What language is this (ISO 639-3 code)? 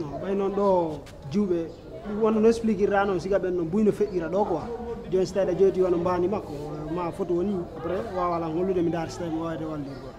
fuf